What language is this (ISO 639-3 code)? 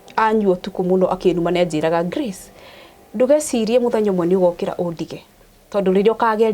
kik